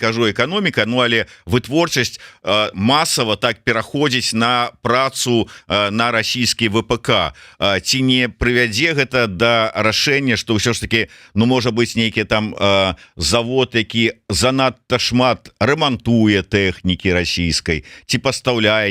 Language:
Belarusian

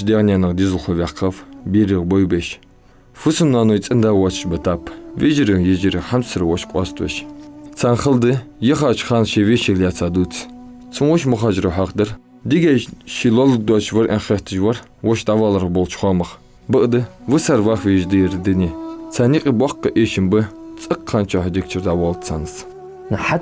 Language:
Ingush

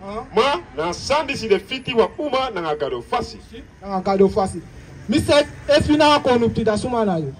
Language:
Sranan Tongo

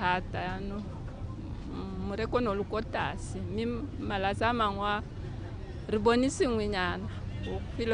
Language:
Tswana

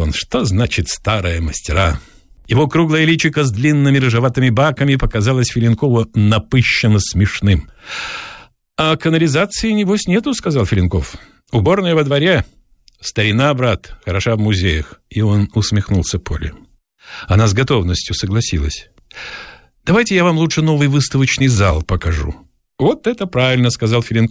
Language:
Russian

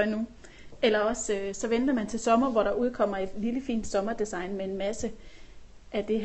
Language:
Danish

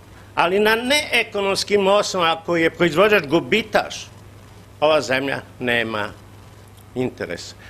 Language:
Serbian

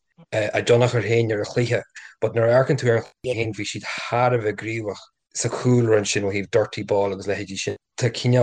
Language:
Irish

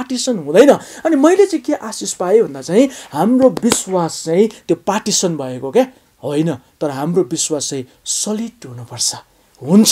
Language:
Nepali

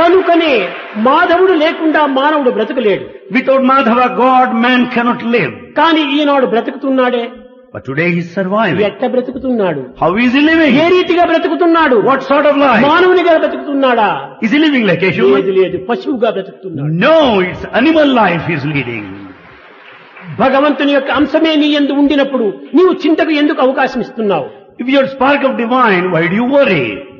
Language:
Telugu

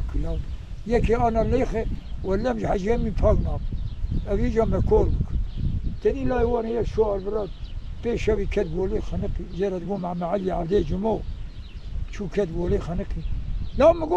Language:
Kurdish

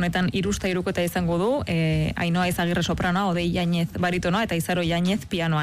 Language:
Basque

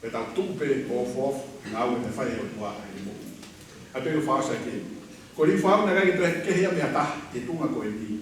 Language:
Tongan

